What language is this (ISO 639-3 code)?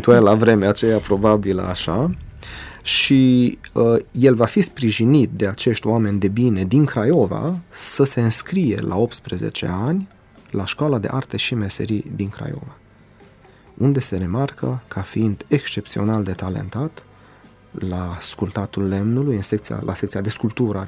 ron